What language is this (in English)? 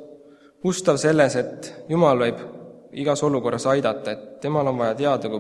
Estonian